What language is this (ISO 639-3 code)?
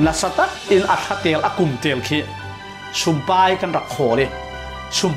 cfm